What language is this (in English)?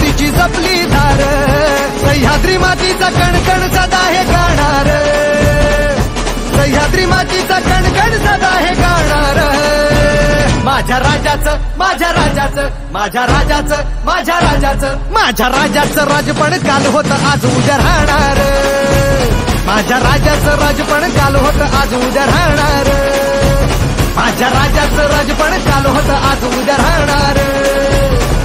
Marathi